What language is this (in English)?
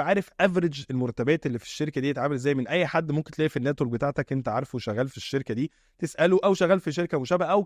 Egyptian Arabic